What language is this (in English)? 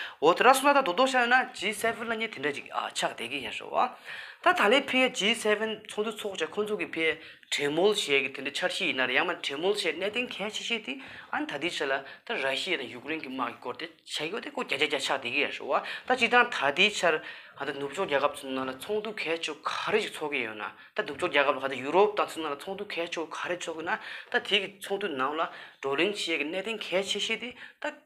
Tibetan